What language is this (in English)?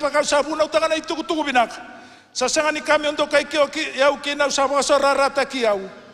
Fijian